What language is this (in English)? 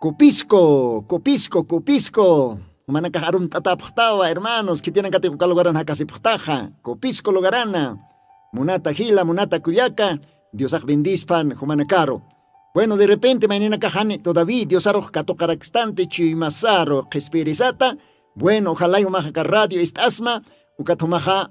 Aymara